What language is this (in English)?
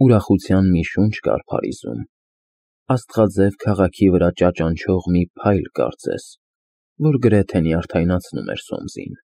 Armenian